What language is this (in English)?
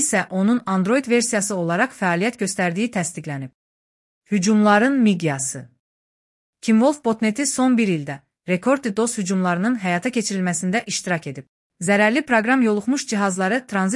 Azerbaijani